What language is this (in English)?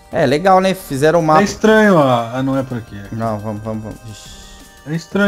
Portuguese